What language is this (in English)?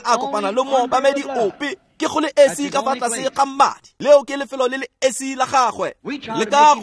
Tswana